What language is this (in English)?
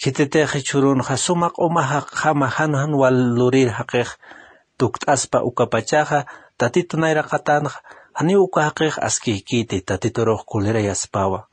Aymara